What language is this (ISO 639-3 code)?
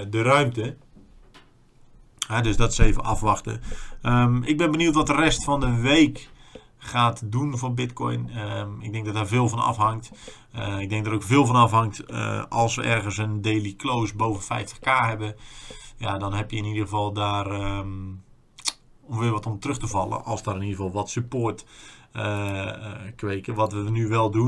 nld